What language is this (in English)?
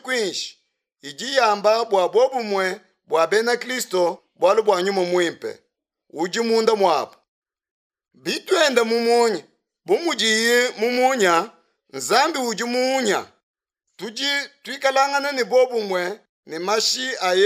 Luba-Lulua